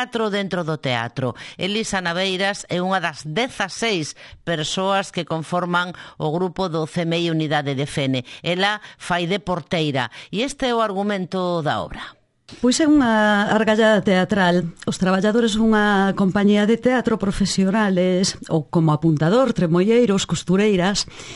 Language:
Galician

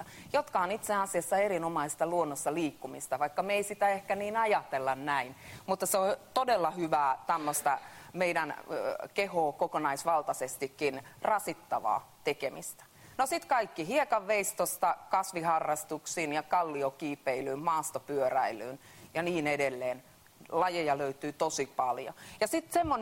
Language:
Finnish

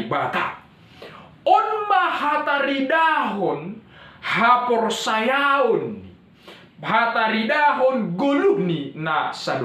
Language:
Batak Simalungun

